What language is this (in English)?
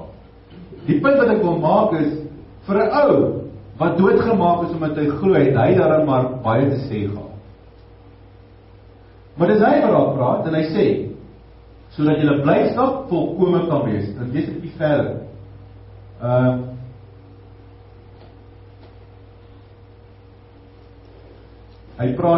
Afrikaans